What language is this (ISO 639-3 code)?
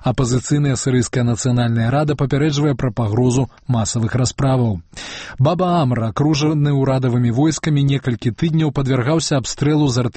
bel